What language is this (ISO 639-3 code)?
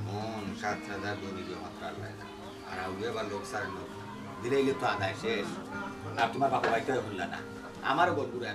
syl